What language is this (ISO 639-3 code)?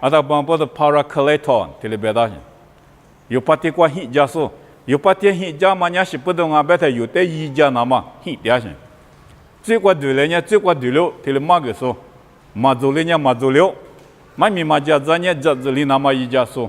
lis